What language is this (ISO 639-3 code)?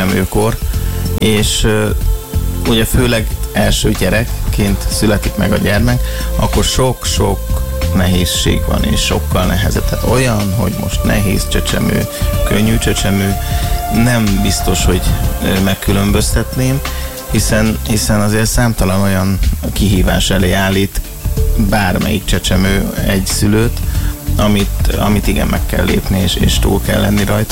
hun